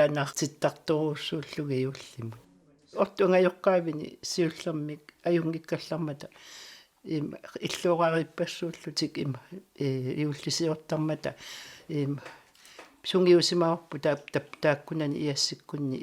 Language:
Kalaallisut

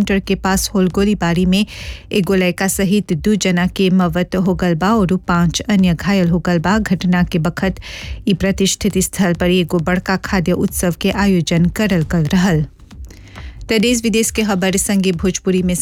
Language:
Bhojpuri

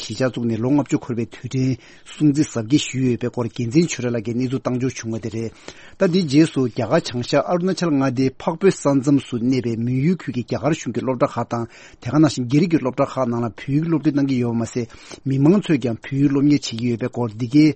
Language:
Tibetan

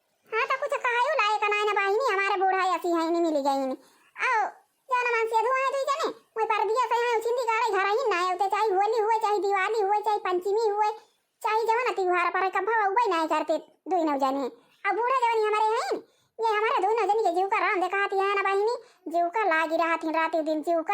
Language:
Awadhi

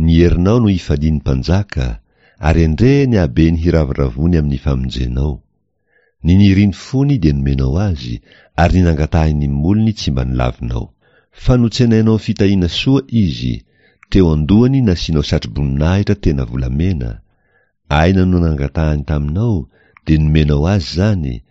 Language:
Malagasy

